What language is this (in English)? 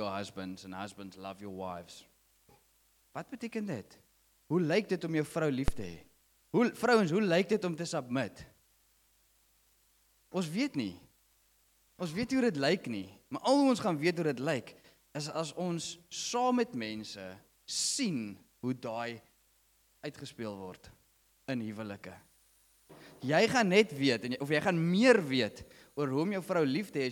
Afrikaans